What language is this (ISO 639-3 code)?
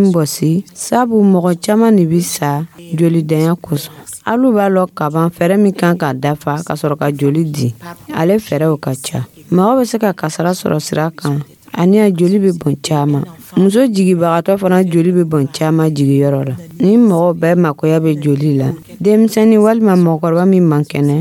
dyu